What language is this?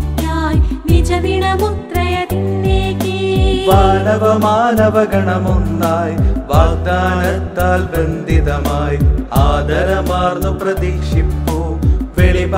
Malayalam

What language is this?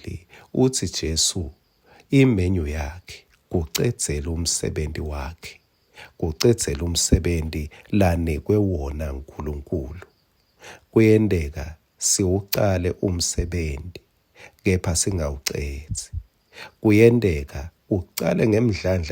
Swati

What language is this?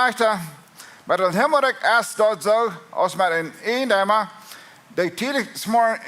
Plautdietsch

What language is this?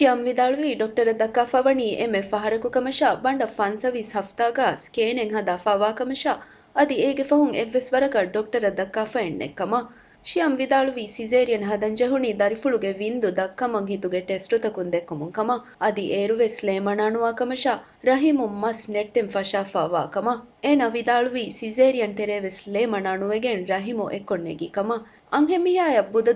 Divehi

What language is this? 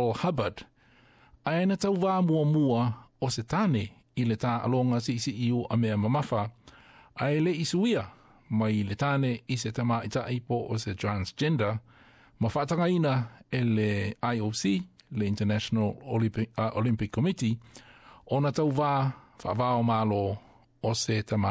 Samoan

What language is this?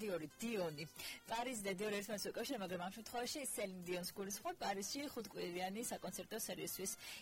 Georgian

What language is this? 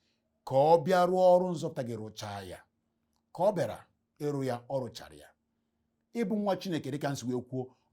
Igbo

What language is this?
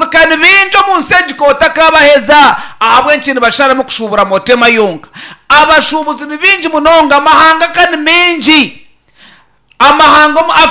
Nyankole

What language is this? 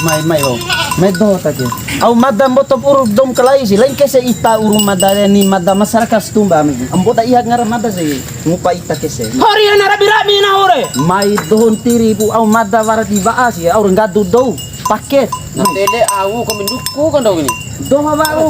Bima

